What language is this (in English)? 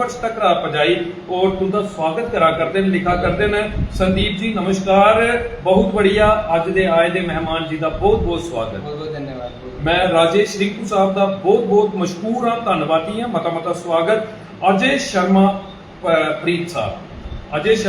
Dogri